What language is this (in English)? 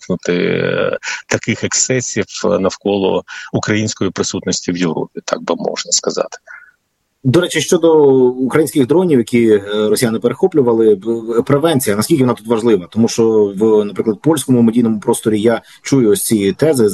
Ukrainian